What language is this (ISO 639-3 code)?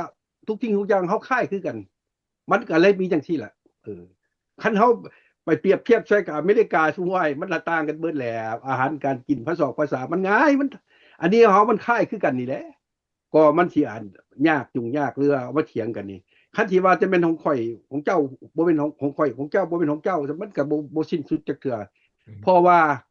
lao